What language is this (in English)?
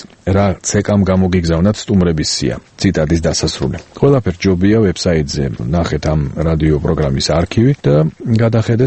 Georgian